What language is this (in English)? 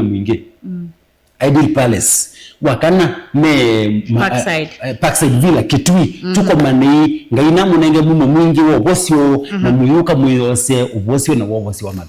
Kamba